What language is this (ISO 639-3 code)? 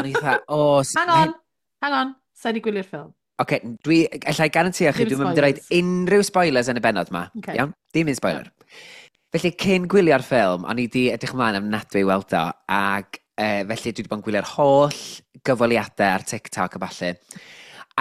cym